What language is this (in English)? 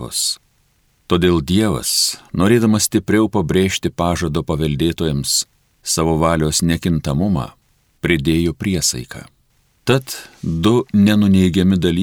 Lithuanian